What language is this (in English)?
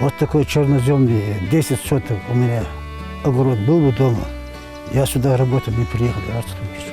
Ingush